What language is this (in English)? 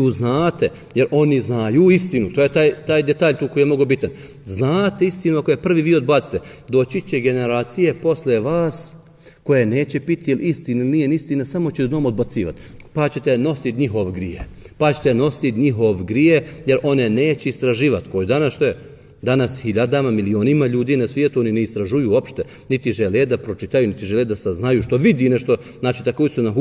Bosnian